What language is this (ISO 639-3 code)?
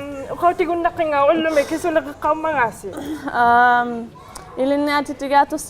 iku